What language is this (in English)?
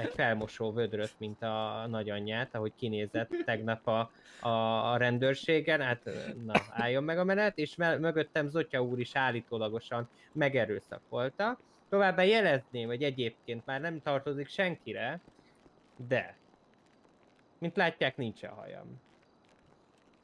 Hungarian